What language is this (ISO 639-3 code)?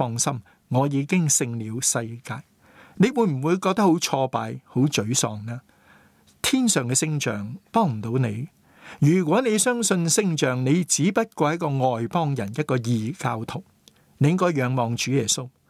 yue